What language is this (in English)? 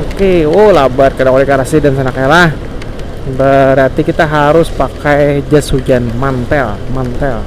Banjar